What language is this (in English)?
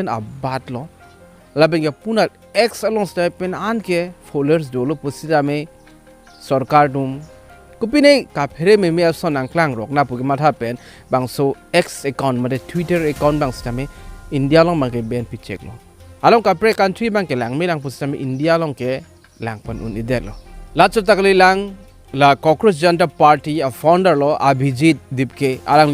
Karbi